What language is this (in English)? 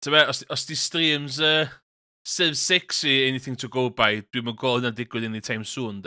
Welsh